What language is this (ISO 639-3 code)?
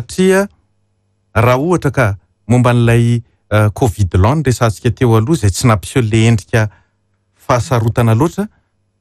mlg